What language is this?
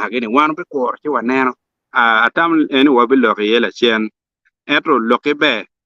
Acoli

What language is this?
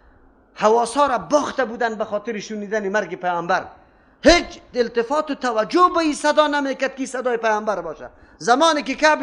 Persian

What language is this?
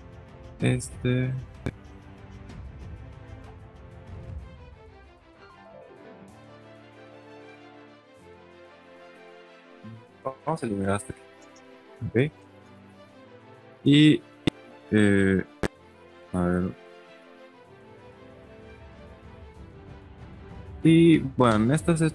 Spanish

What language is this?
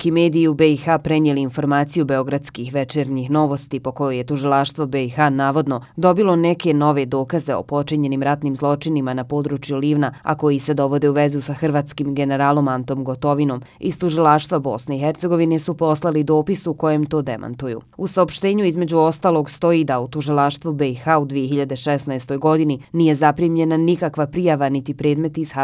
Bosnian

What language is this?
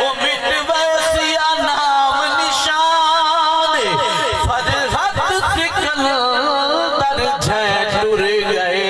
Saraiki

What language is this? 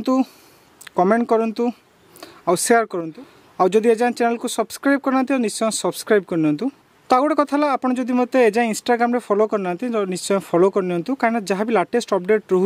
Odia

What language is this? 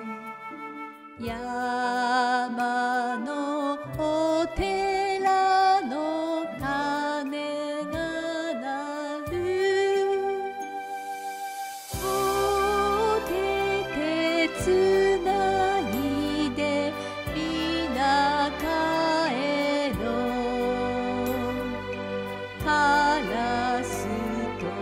Japanese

